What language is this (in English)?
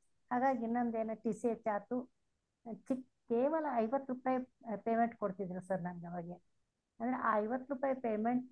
Kannada